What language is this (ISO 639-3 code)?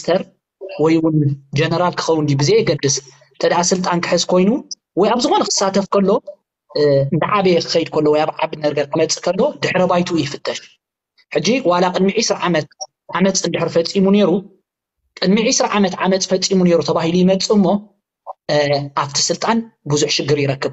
tir